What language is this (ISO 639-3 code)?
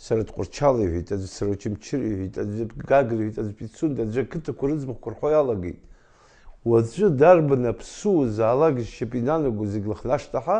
abk